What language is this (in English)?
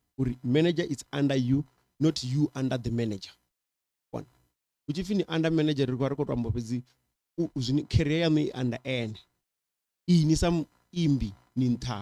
Venda